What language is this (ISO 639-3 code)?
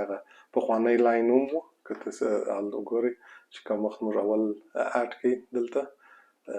pus